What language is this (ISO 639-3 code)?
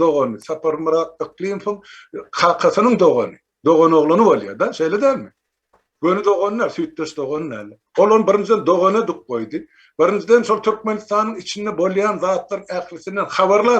tuk